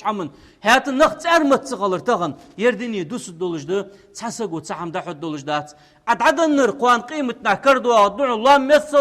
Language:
Ingush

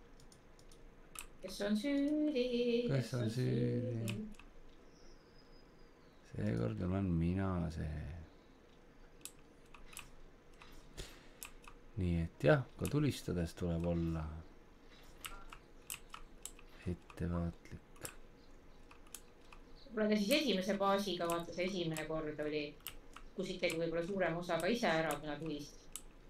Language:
Estonian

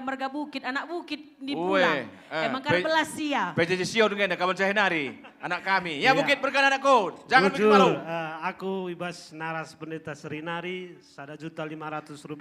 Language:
Batak Karo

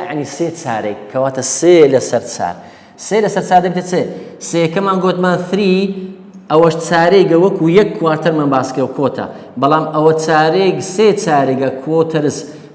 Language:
Central Kurdish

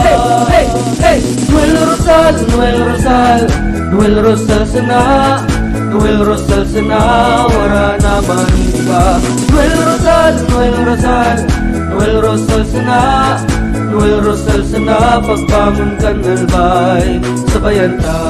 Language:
Bikol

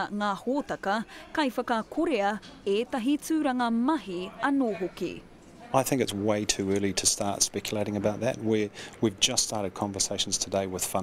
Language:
Māori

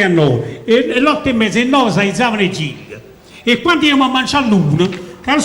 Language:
Neapolitan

